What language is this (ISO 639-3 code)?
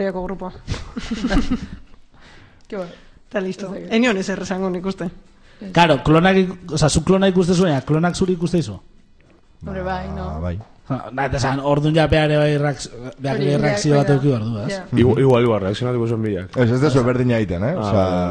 eus